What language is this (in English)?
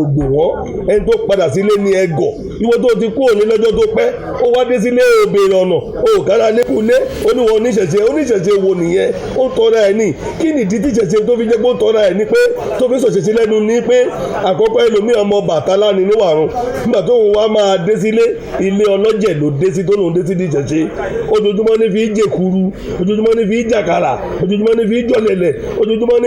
Yoruba